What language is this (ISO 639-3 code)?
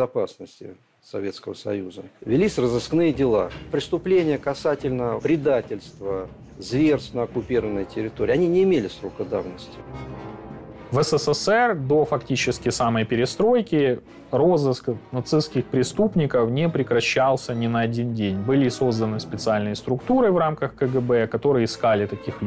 rus